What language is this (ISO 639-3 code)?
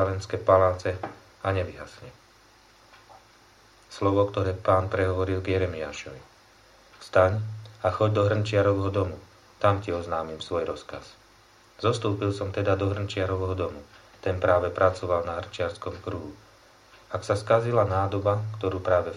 slk